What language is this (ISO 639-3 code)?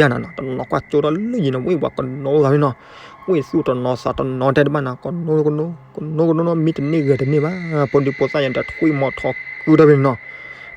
ksw